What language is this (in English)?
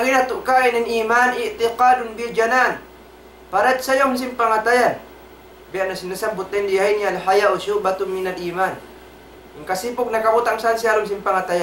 Tausug